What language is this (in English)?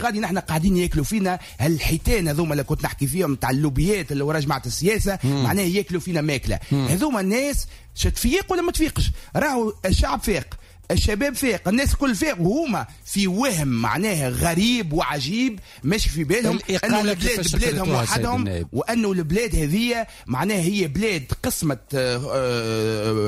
Tunisian Arabic